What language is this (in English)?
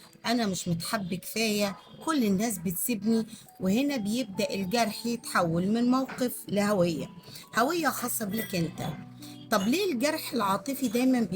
Egyptian Arabic